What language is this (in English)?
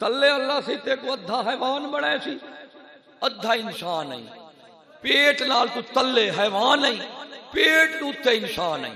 Saraiki